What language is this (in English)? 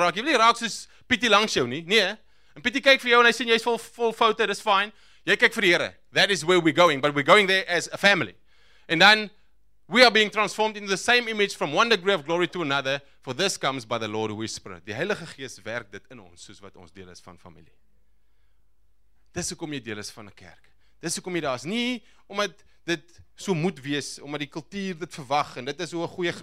Afrikaans